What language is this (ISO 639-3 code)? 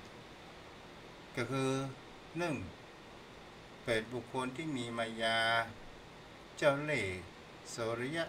tha